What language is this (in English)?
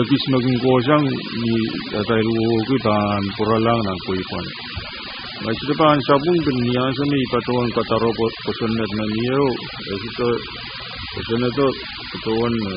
Pohnpeian